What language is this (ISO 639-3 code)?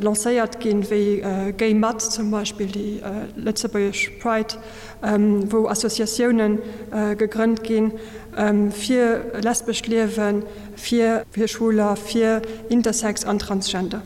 ltz